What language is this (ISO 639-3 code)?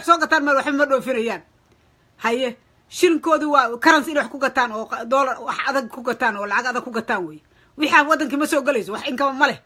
som